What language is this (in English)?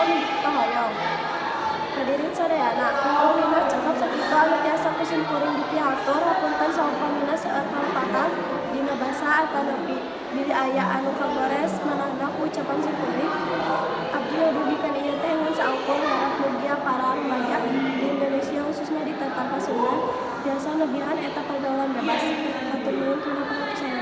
Sundanese